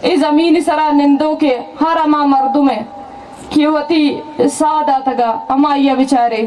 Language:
Baluchi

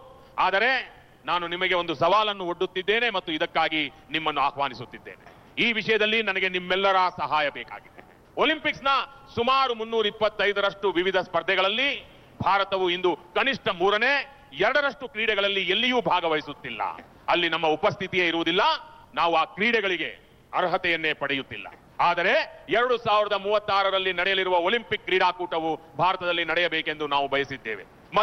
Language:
Kannada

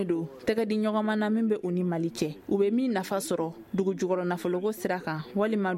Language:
Bambara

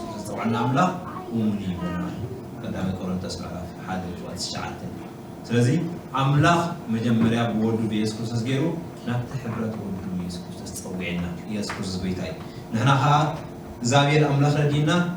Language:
Tigrinya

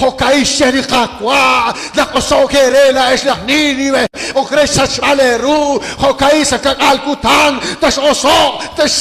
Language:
Kekchí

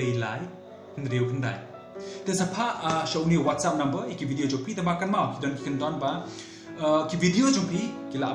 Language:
Khasi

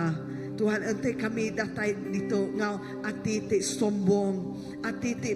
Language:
Iban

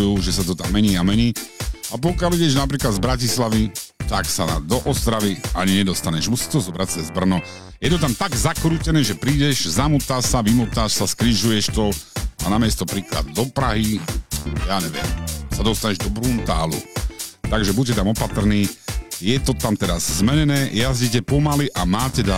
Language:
Slovak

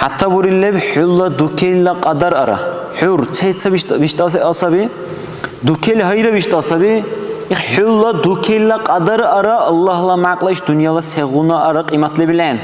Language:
Dargwa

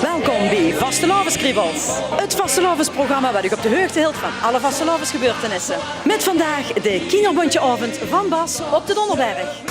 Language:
Limburgish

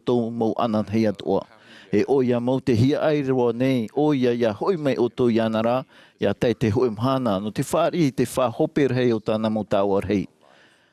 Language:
Tahitian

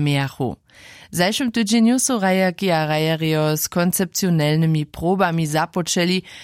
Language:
Upper Sorbian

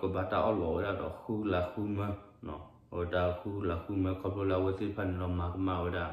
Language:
S'gaw Karen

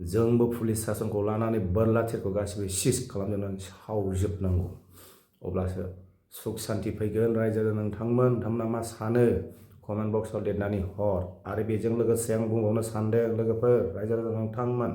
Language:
Bodo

